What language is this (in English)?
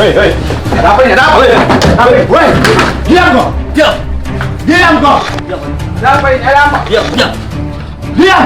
Makassar Malay